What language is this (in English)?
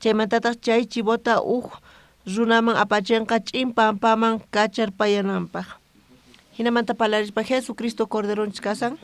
South Bolivian Quechua